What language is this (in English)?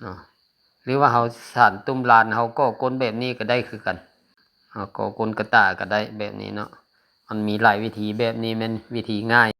Lao